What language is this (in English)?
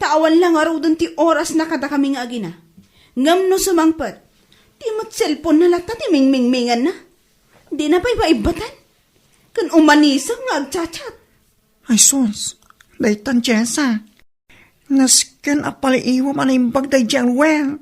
Iloko